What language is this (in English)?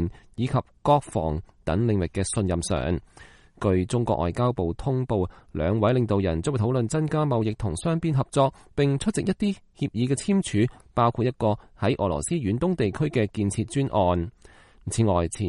Cantonese